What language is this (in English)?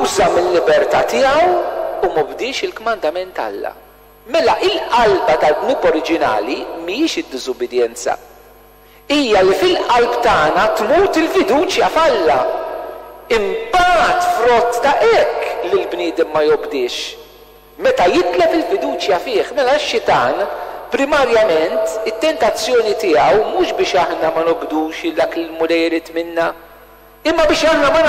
Maltese